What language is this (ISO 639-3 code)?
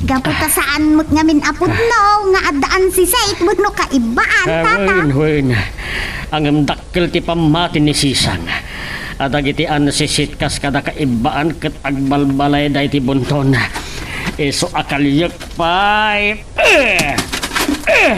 ilo